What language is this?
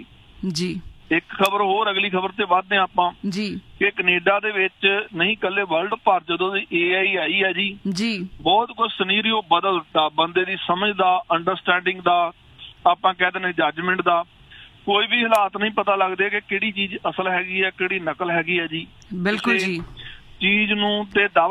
Punjabi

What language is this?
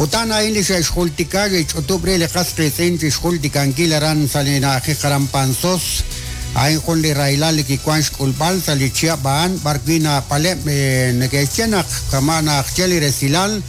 Kekchí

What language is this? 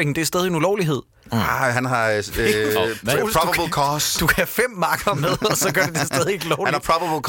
Danish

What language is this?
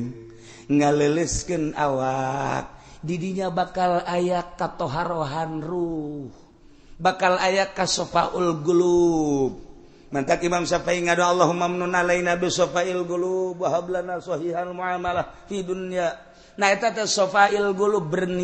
Sundanese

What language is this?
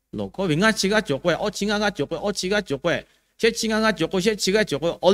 Lahu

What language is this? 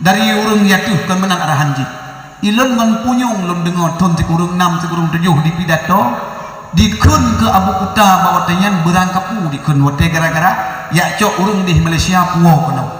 Achinese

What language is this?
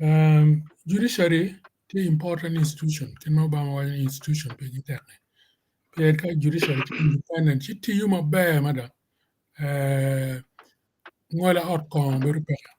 Acoli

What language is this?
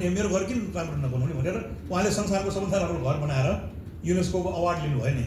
Nepali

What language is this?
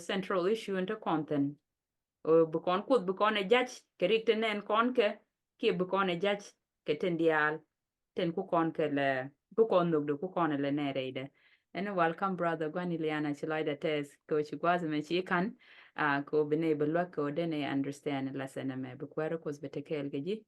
Nuer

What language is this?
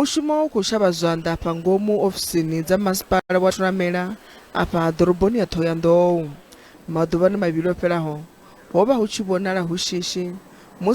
Venda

